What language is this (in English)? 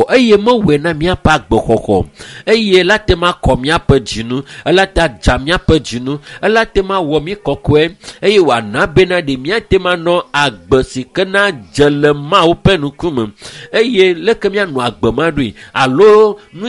Ewe